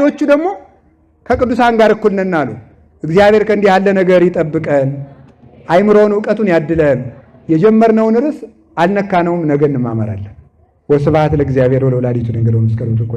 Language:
Amharic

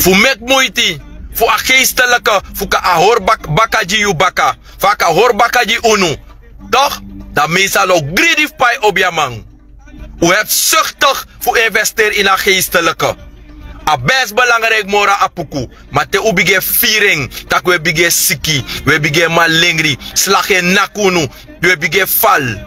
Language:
Sranan Tongo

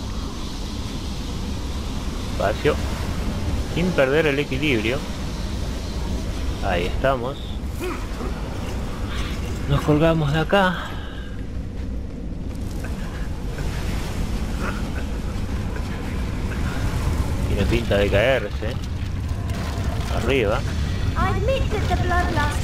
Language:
Spanish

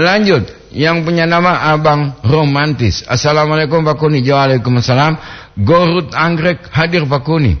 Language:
Gorontalo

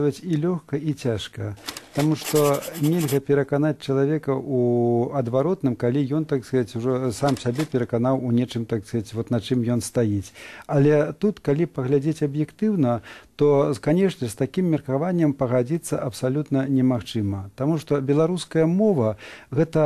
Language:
Belarusian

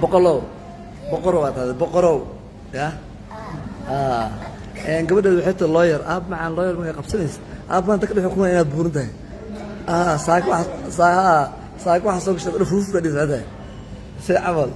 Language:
Somali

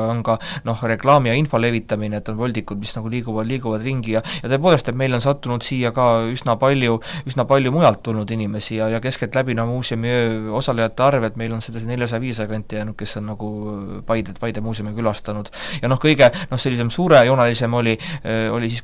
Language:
Estonian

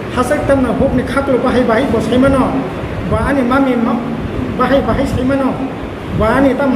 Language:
Riang (India)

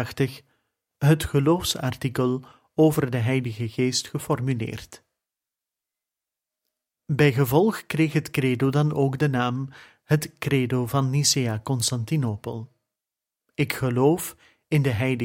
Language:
Dutch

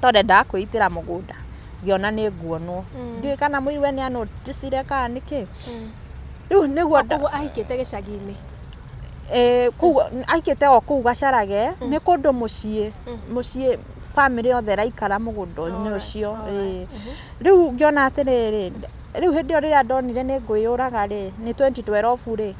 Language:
Kikuyu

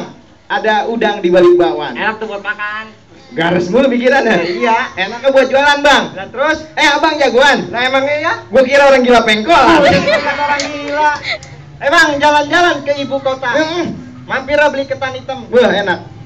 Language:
Betawi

